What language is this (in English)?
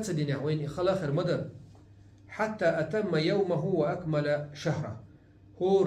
Chechen